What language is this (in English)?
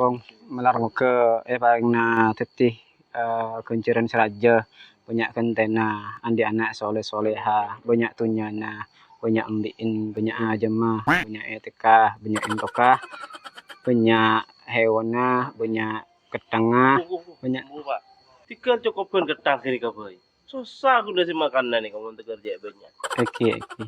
Madurese